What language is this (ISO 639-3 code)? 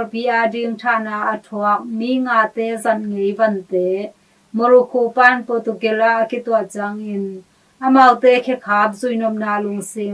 ctd